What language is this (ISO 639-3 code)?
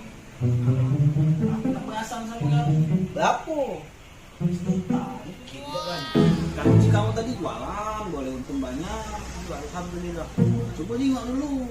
mui